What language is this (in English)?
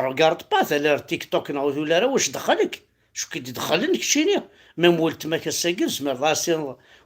Kabyle